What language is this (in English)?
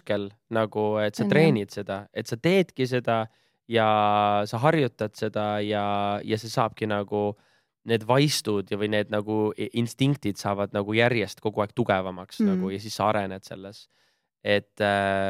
Estonian